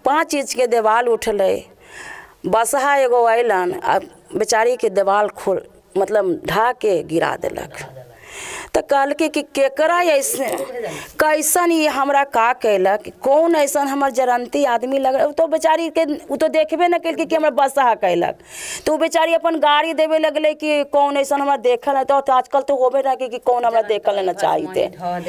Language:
Magahi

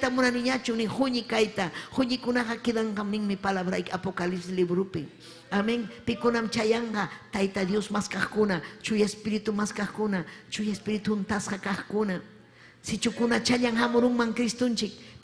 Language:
Ayacucho Quechua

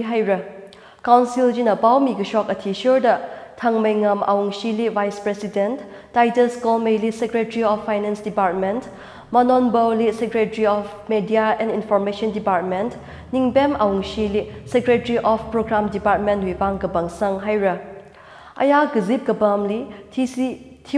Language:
Tangkhul Naga (India)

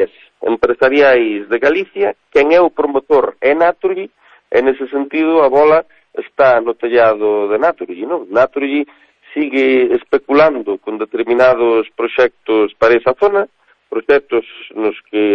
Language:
Galician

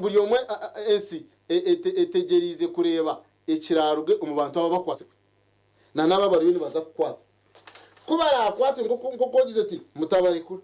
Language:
Nyankole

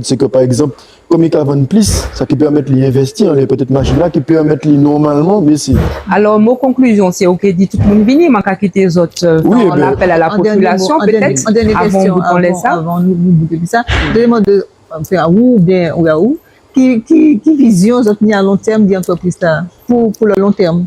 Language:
Guadeloupean Creole French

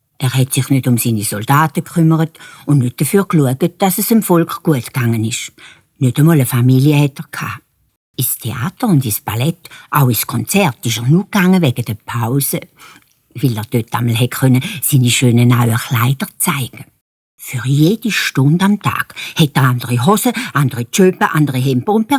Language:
Swiss German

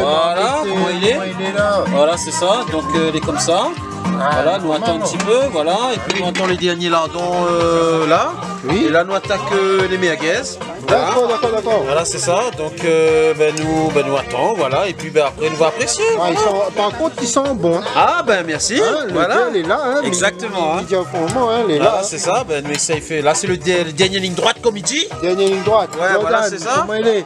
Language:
Réunion Creole French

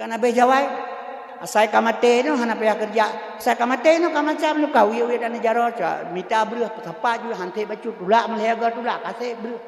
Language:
Achinese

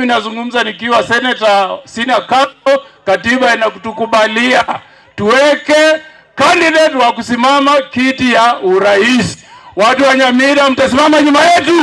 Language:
Gusii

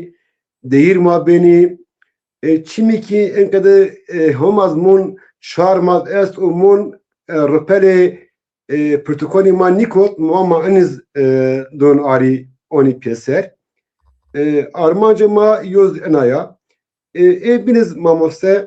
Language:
Zaza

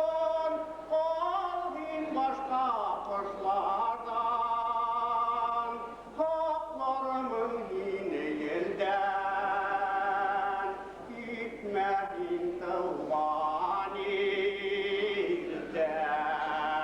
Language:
Bashkir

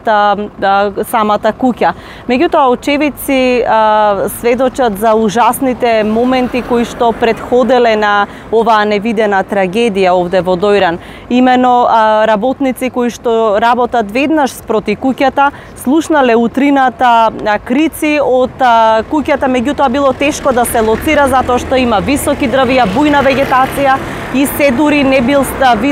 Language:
Macedonian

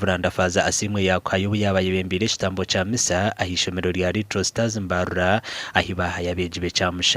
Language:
Nyankole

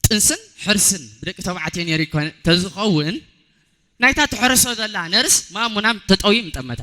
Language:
Tigrinya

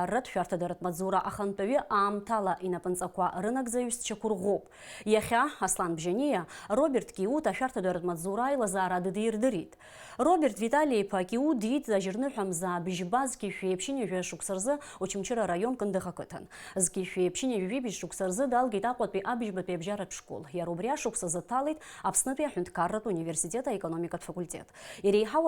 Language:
Abkhazian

